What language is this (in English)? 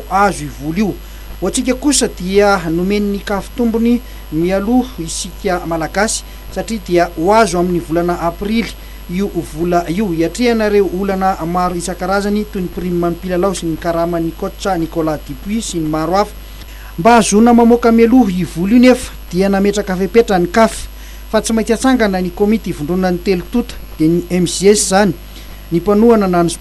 Malagasy